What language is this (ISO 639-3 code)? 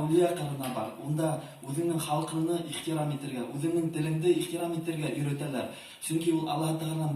bak